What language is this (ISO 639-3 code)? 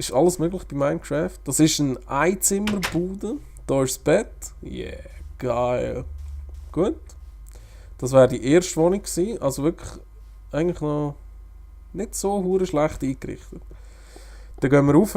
gsw